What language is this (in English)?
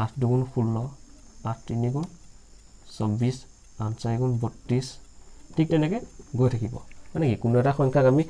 Assamese